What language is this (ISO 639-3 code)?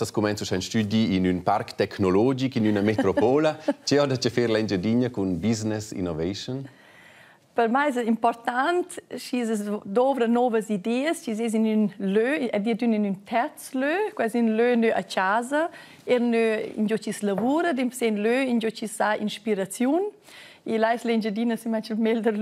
roh